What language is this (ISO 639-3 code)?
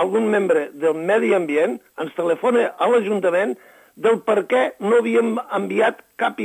cat